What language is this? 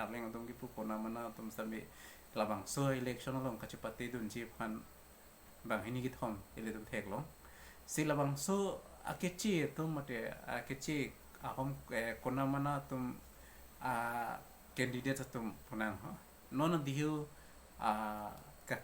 Karbi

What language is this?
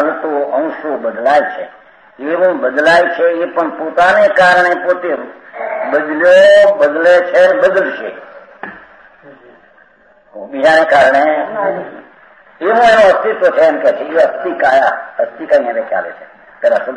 Gujarati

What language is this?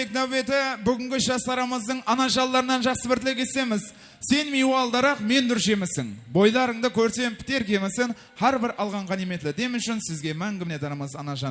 Kara-Kalpak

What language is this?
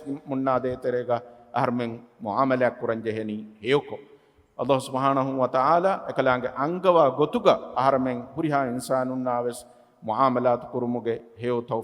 Divehi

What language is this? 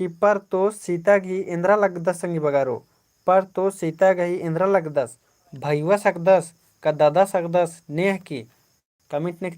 Kurukh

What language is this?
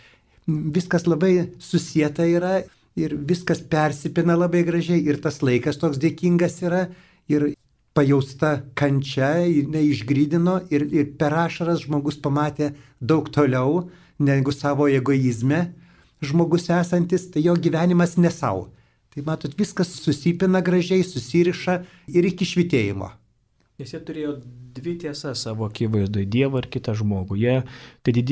Lithuanian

